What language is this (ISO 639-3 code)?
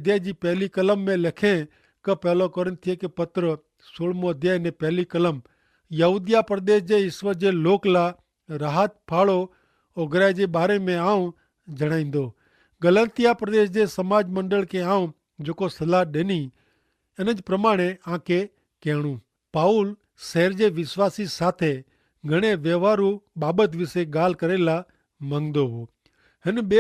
kfr